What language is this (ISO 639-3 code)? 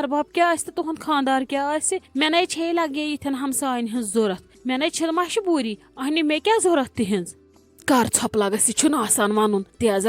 kas